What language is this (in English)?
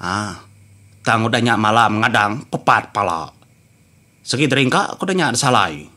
Iban